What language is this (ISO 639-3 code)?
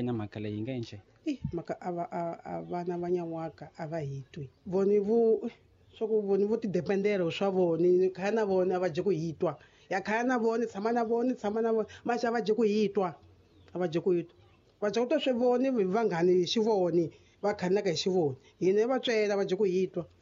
tso